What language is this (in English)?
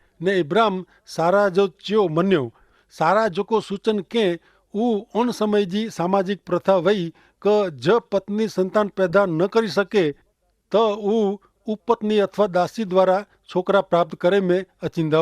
Kachhi